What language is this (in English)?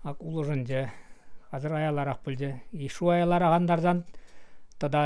Chuvash